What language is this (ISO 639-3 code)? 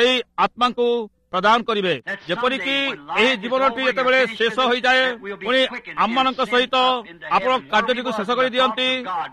ori